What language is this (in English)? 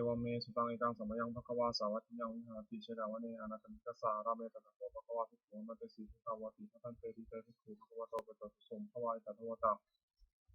Pali